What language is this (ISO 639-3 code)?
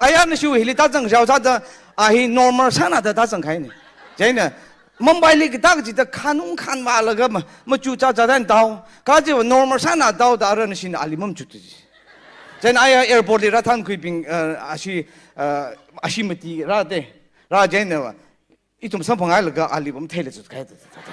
nmf